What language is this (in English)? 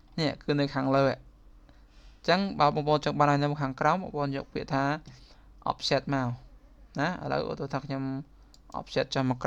Khmer